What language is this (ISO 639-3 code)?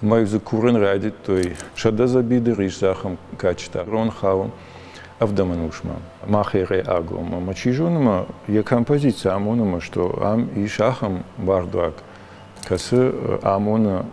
oss